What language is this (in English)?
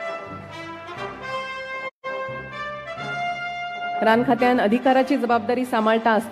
Konkani